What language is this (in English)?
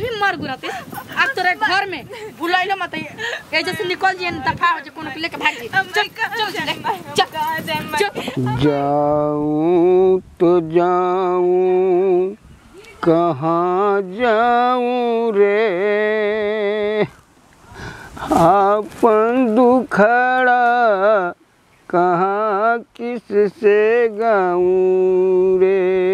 Bhojpuri